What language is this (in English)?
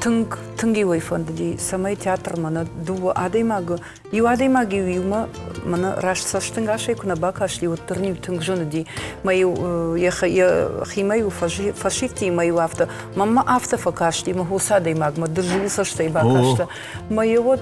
Ossetic